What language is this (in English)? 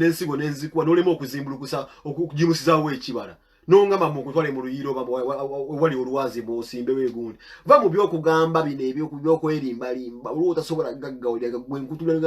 Ganda